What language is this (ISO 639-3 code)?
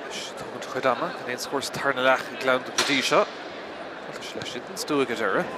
gle